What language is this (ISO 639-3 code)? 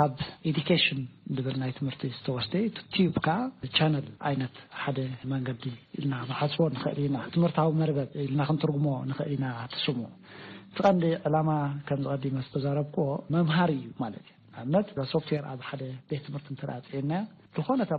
tir